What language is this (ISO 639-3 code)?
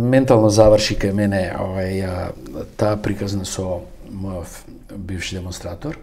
mkd